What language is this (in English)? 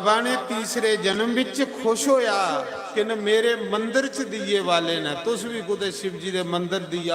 Dogri